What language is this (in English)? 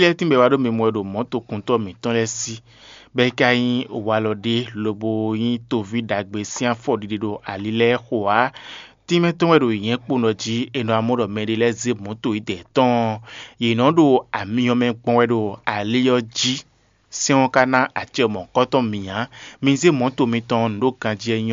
Fon